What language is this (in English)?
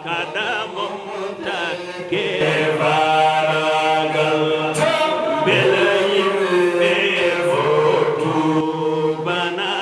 Fula